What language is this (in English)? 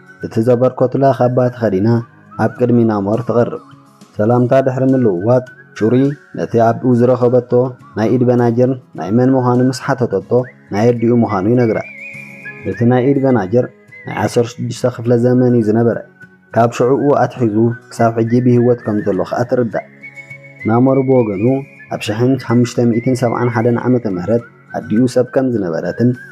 Tigrinya